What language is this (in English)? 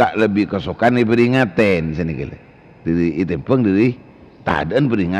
Madurese